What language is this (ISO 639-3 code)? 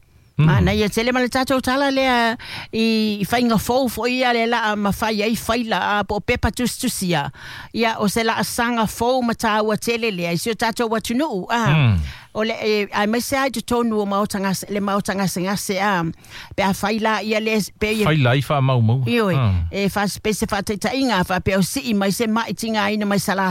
smo